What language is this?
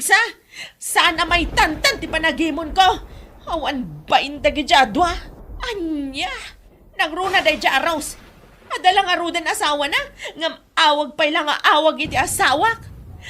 Iloko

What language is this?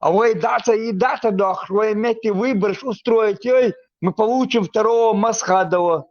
Chechen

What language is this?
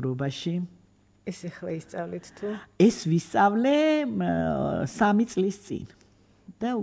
Georgian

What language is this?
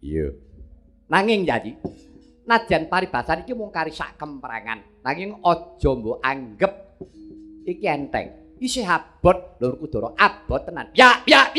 Javanese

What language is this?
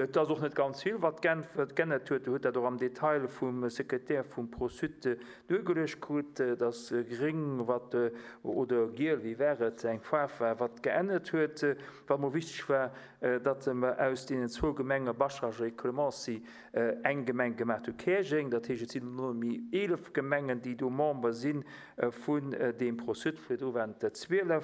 Luxembourgish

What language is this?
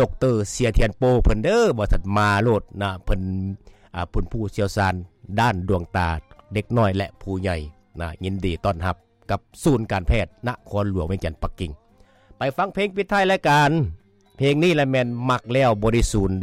Lao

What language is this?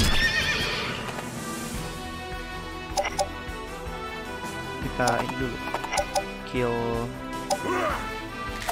Indonesian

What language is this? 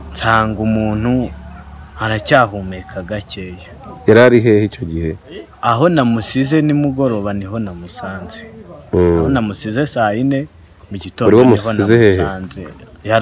Kinyarwanda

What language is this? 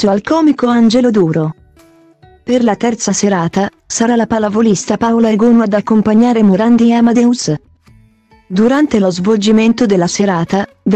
Italian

